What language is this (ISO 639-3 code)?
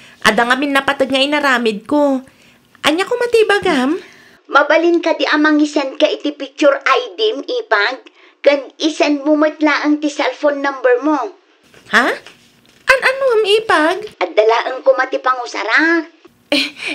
ilo